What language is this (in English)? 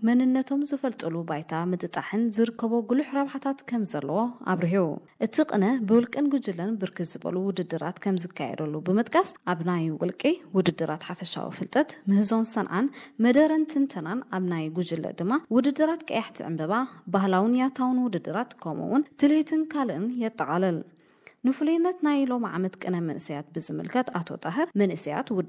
Tigrinya